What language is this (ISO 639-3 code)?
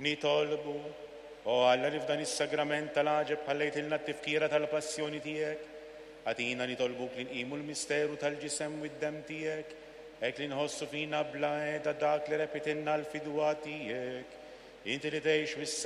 mlt